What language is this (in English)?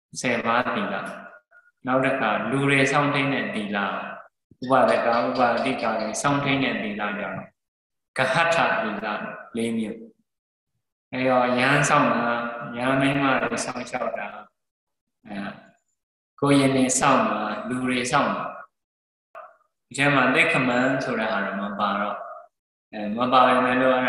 Burmese